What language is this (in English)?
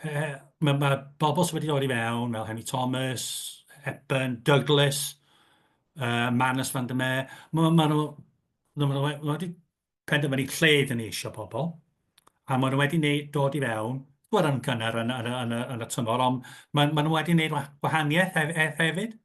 Welsh